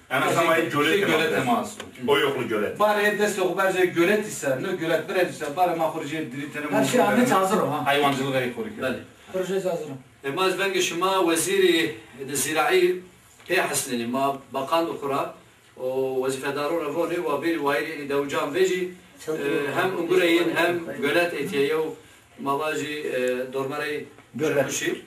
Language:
Zaza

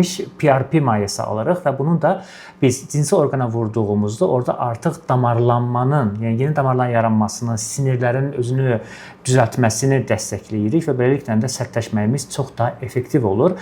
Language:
Azerbaijani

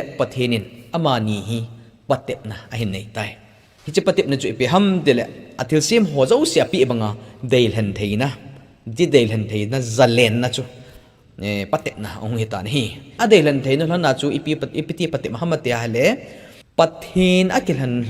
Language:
Thado Chin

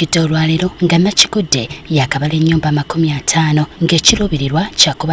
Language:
Ganda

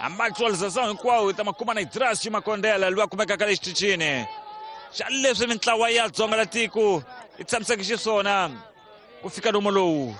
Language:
Tsonga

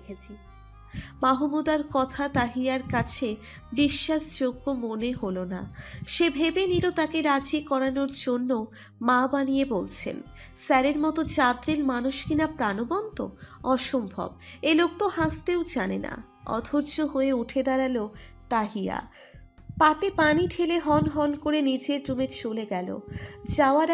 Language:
Bangla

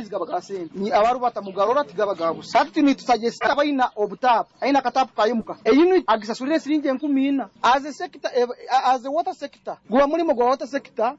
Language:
Nyoro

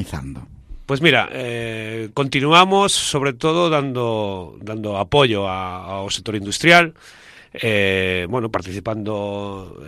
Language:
Galician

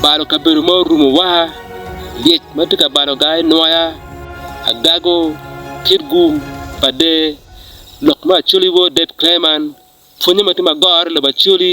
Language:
Acoli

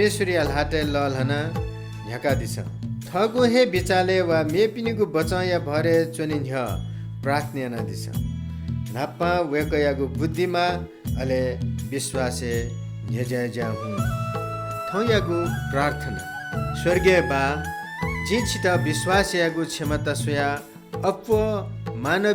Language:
Newari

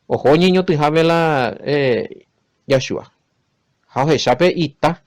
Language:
Guarani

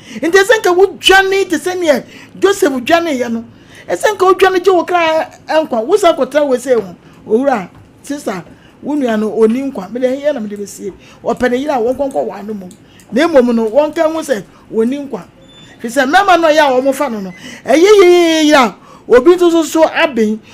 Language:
Akan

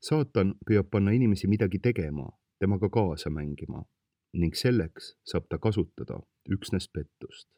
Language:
Estonian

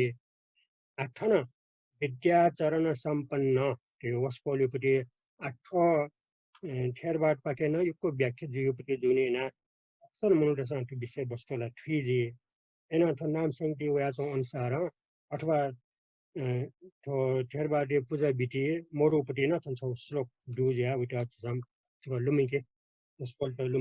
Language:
Newari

